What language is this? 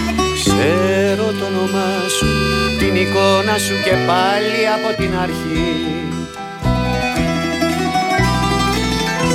Greek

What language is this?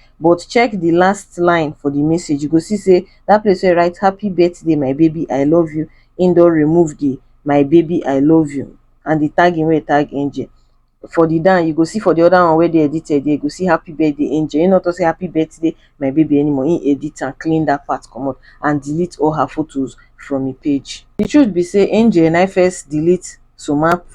Nigerian Pidgin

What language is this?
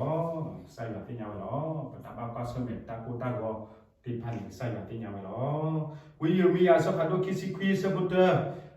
S'gaw Karen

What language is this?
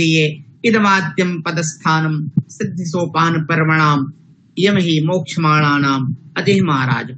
Sanskrit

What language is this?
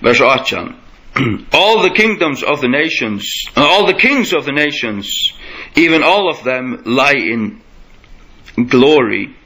Faroese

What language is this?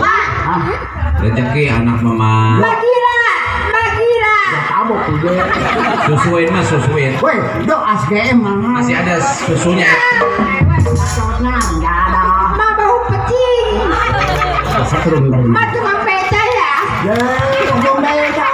Betawi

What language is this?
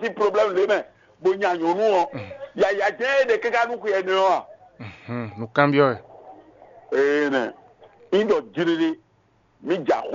Fon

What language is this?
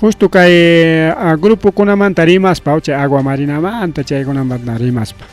Ayacucho Quechua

